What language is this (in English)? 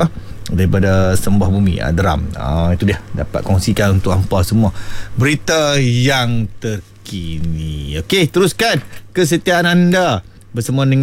Malay